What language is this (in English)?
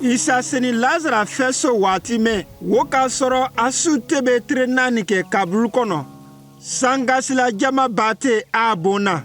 Konyanka Maninka